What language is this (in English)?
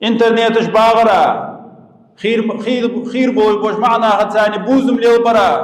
Ingush